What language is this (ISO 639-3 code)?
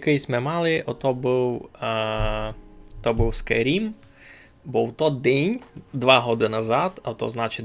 rue